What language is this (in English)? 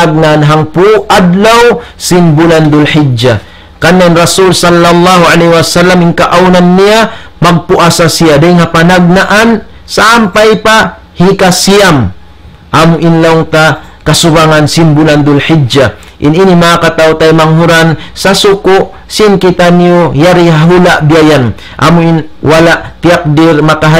Tausug